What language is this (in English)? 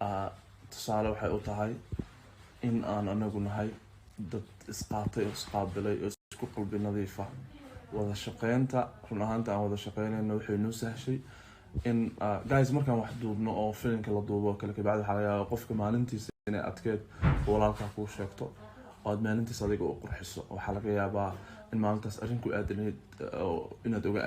Somali